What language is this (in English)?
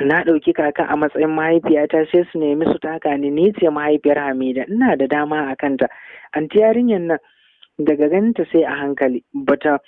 Hausa